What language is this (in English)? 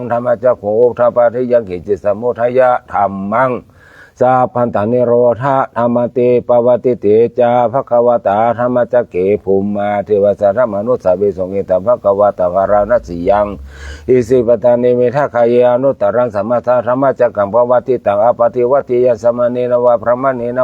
Pali